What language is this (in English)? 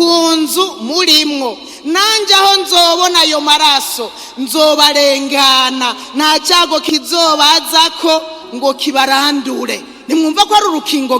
Rundi